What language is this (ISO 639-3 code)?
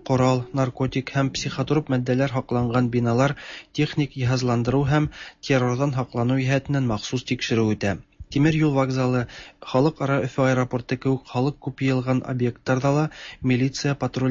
tat